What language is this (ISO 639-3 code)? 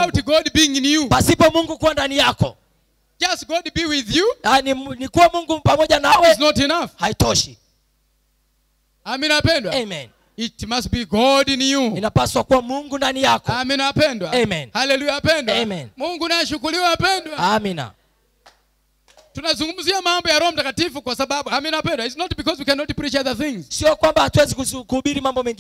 swa